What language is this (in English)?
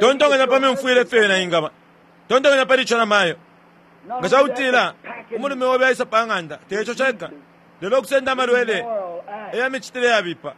Bemba